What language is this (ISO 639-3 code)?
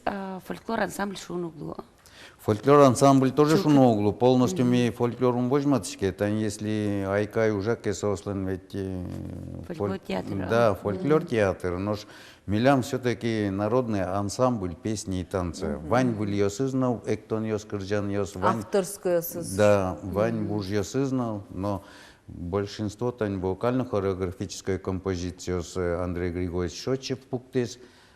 udm